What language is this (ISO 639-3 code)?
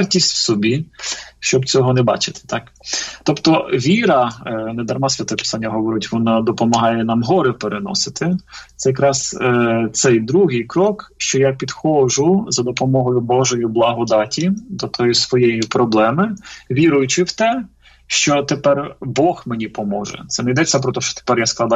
ukr